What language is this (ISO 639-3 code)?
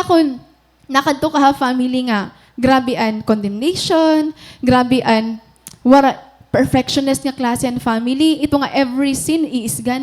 war